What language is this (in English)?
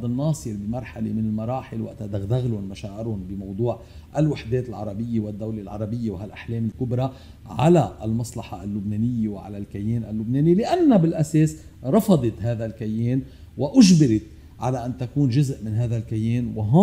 North Levantine Arabic